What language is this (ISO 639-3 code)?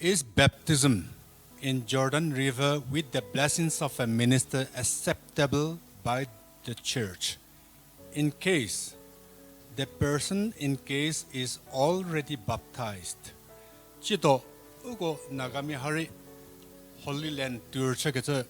njm